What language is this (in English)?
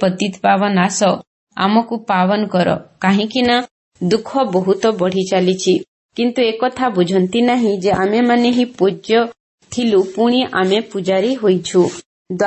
Odia